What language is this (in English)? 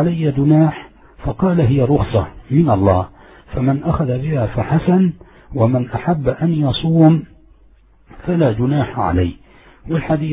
Arabic